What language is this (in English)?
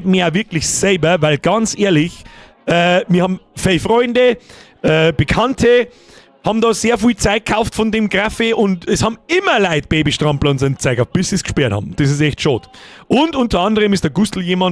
Bavarian